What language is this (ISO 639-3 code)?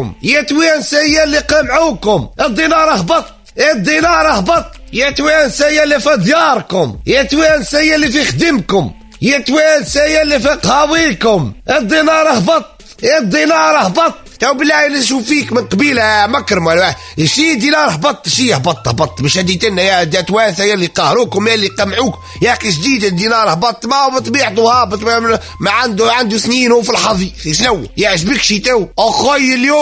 aeb